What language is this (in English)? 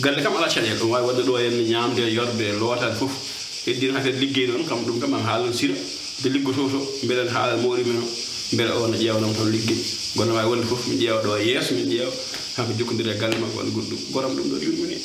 Fula